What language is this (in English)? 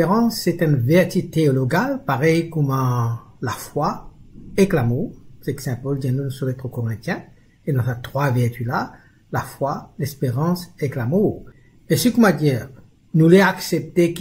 Morisyen